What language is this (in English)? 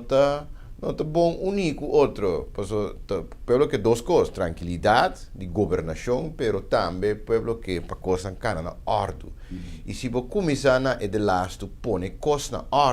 Papiamento